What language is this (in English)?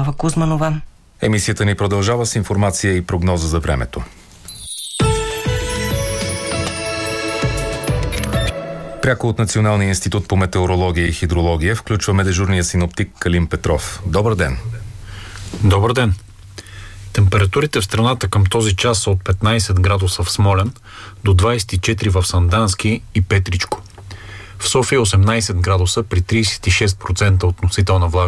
Bulgarian